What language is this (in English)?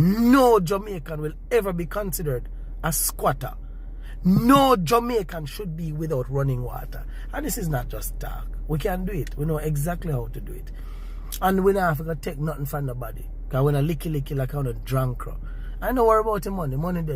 Jamaican Creole English